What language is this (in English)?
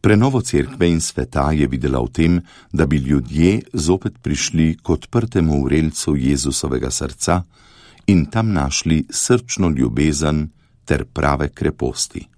Slovenian